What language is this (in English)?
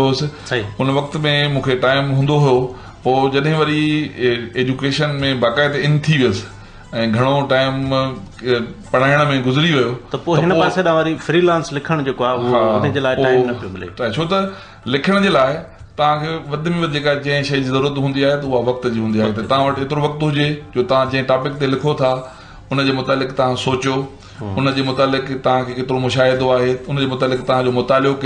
Sindhi